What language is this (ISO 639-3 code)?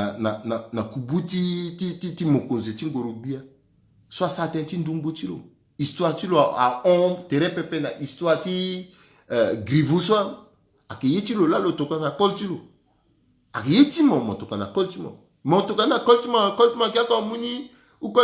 sag